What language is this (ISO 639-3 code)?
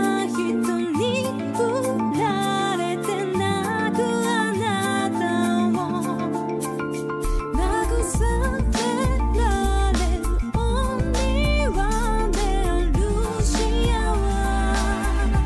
jpn